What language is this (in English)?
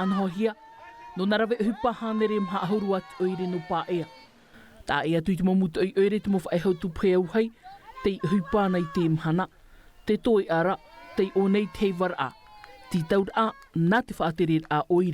Tahitian